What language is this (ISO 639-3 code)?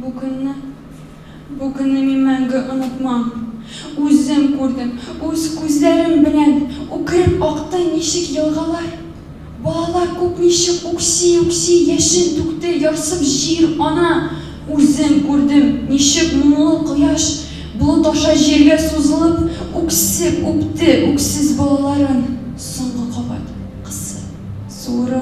tat